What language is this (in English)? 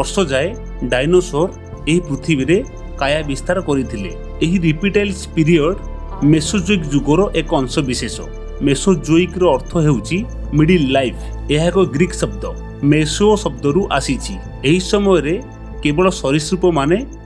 Odia